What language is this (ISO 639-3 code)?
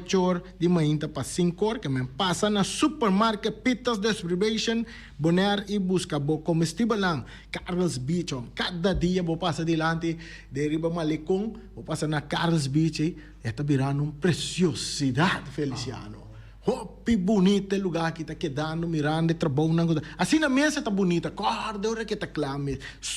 pap